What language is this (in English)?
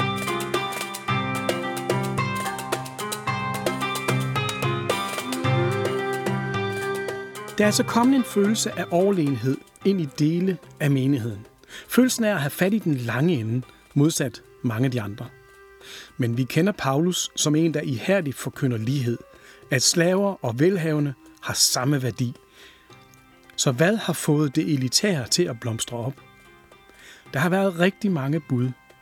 Danish